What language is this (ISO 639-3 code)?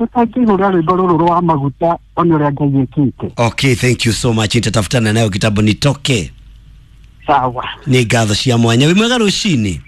kik